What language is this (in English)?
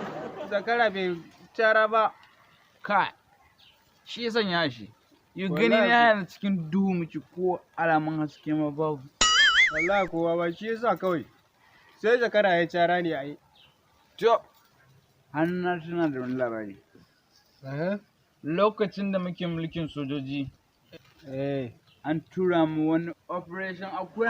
Hausa